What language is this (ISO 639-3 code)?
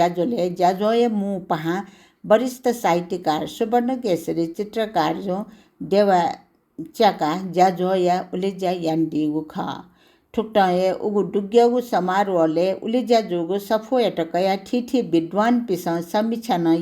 new